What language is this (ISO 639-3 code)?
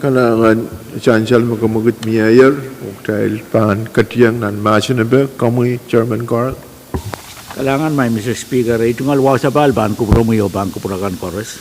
pon